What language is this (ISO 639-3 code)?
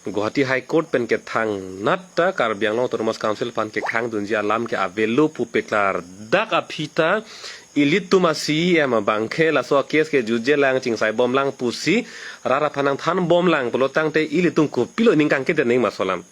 mjw